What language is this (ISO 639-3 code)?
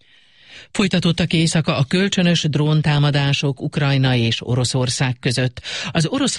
hun